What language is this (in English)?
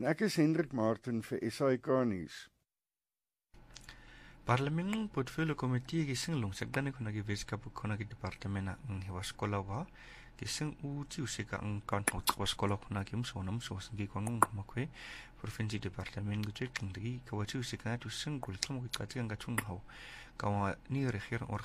Afrikaans